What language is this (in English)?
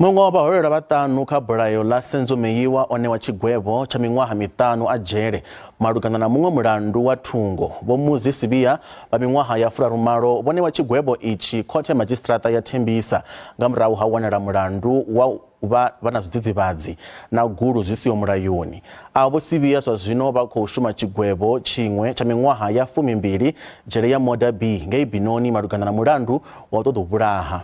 Venda